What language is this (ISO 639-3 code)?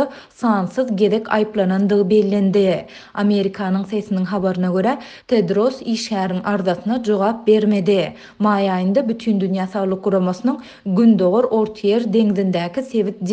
tuk